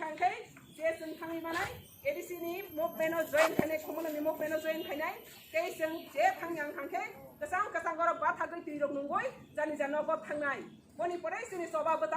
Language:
Kok Borok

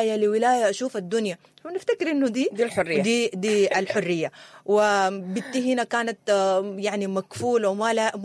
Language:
Sudanese Arabic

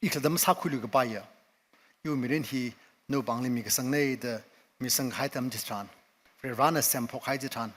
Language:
Tangkhul Naga (India)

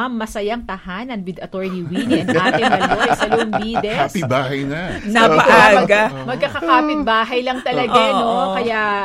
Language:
Filipino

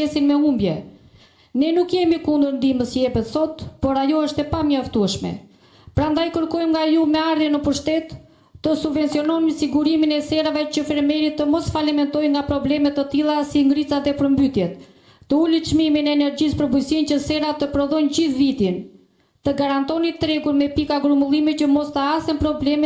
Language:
Albanian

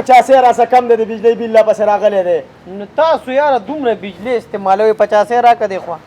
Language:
Pashto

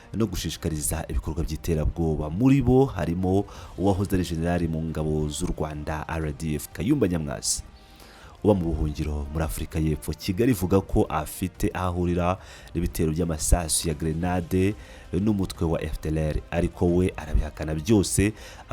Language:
Kinyarwanda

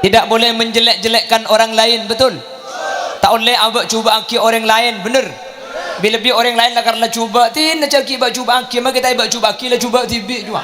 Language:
Madurese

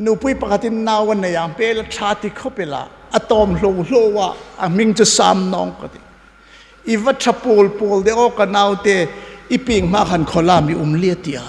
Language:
Hmar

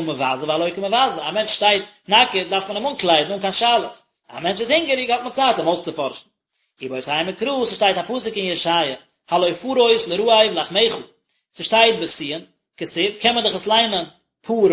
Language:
Yiddish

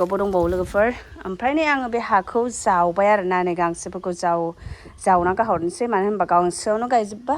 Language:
Bodo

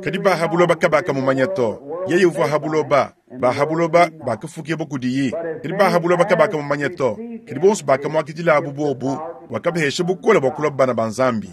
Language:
Luba-Lulua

